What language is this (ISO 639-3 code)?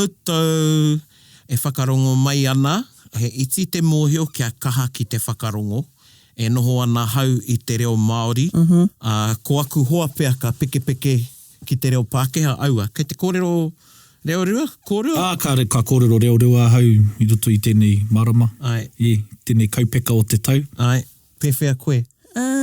mri